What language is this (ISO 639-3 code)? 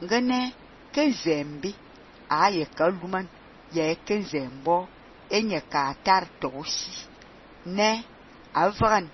fan